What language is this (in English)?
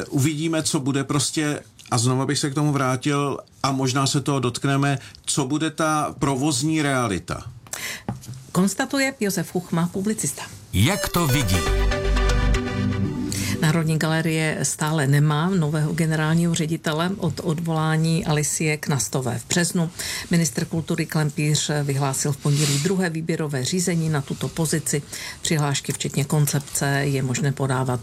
Czech